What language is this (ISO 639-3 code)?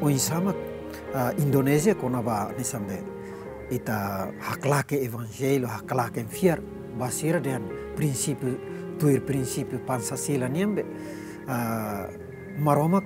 tet